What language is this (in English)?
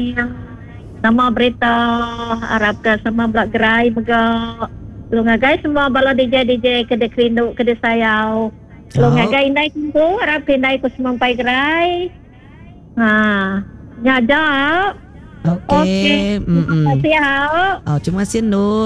Iban